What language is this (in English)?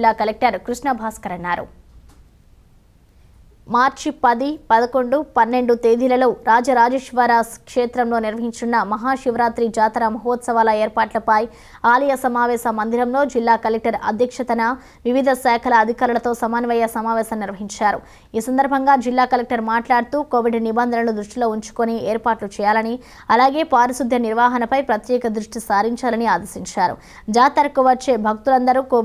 Telugu